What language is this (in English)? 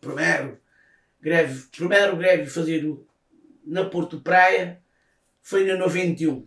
Kabuverdianu